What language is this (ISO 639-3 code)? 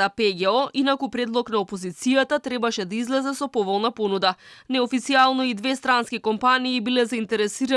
mkd